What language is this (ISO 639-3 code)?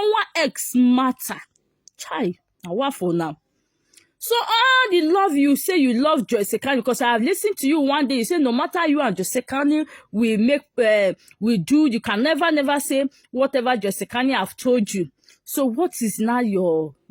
pcm